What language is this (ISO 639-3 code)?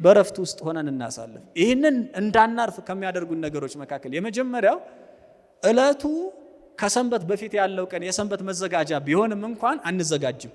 amh